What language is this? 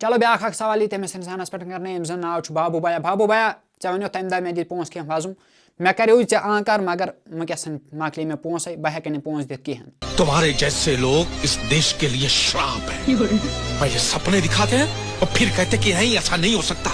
Kashmiri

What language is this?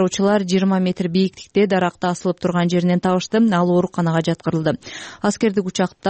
Kyrgyz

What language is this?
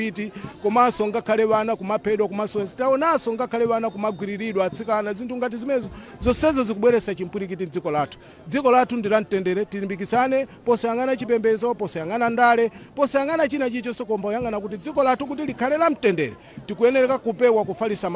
Nyanja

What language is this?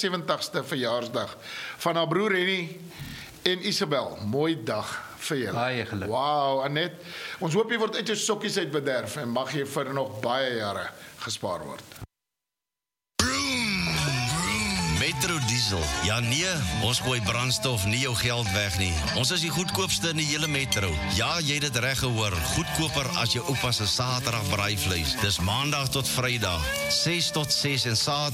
Afrikaans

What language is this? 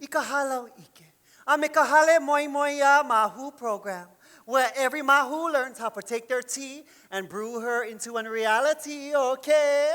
Hawaiian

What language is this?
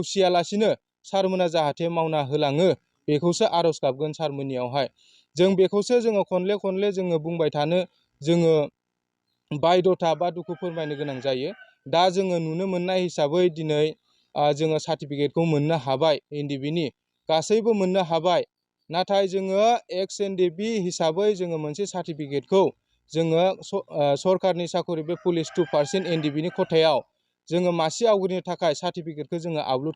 Bodo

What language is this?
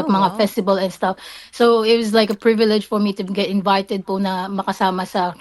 Filipino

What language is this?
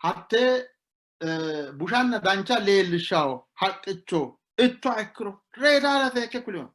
Sidamo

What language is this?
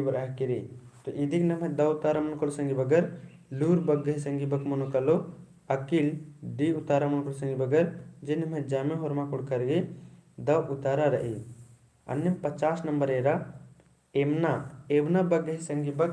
Kurukh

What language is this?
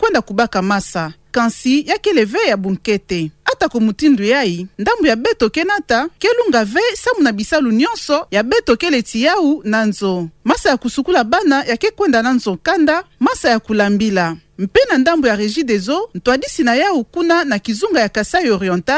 Kituba (Democratic Republic of Congo)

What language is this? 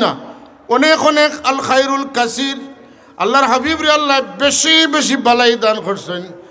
Sylheti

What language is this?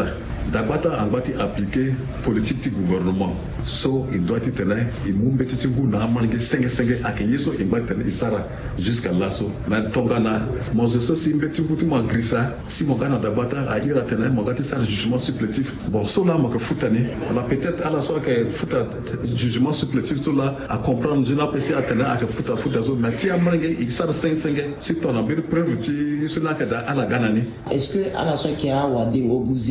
Sango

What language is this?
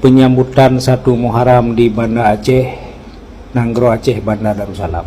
Achinese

